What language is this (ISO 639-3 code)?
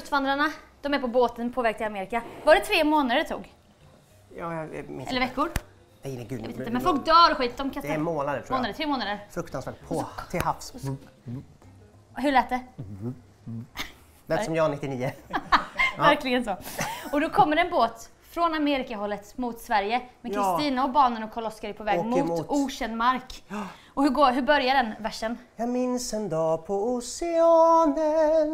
swe